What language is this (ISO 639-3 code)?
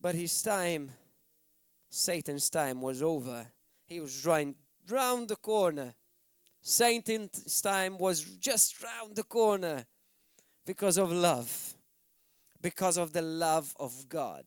eng